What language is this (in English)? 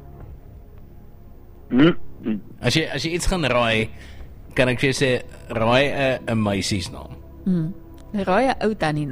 Afrikaans